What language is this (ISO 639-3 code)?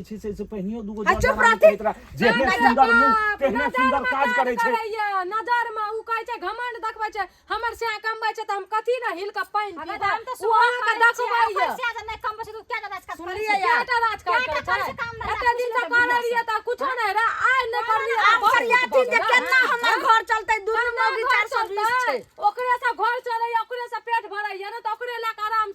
mai